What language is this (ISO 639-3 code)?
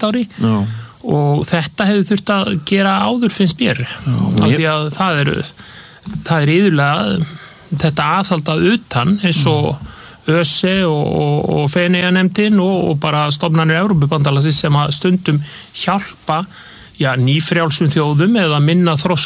isl